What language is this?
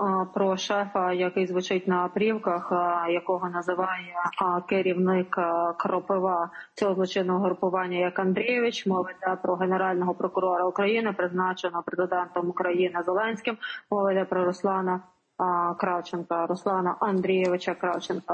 Ukrainian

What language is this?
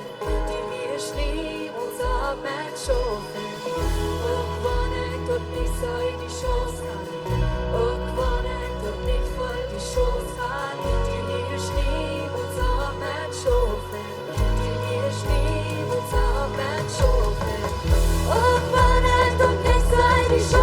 Plautdietsch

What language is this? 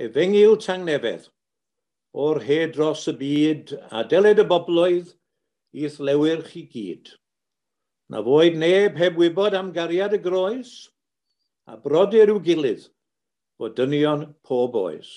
Welsh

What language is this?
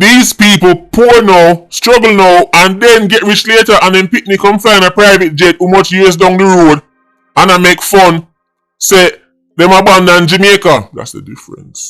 Jamaican Creole English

